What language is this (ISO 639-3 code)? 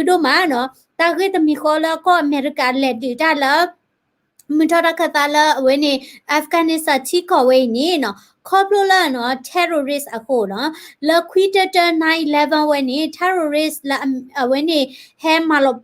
ksw